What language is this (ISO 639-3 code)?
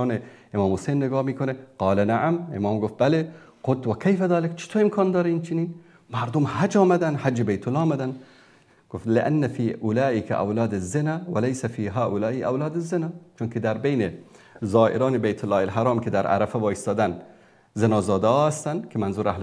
fas